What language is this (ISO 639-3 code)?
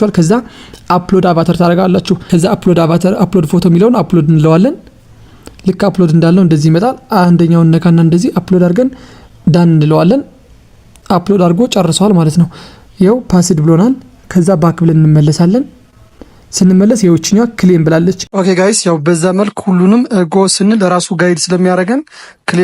amh